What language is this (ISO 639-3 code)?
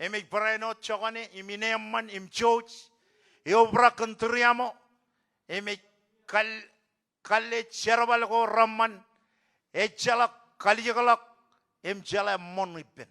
mah